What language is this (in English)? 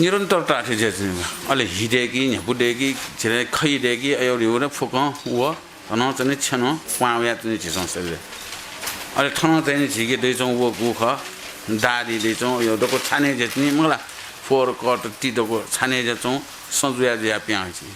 Newari